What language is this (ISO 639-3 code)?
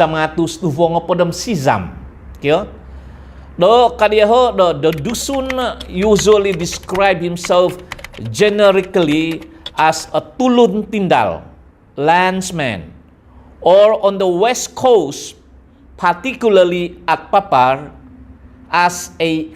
dtp